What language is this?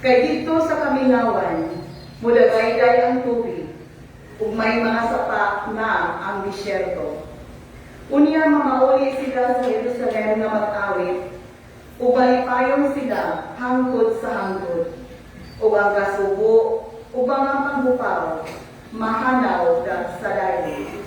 Cebuano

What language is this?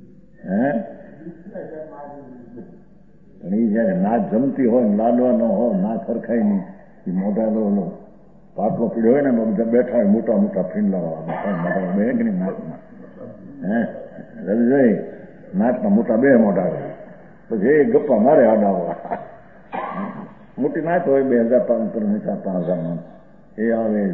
Gujarati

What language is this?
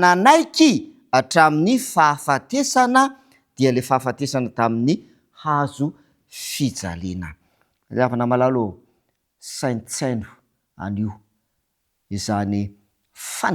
Malagasy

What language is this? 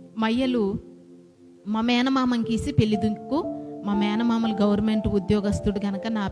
Koya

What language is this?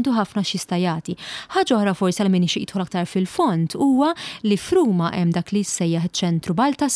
Maltese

